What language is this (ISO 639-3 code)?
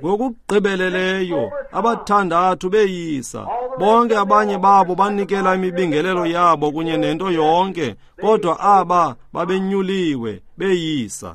xho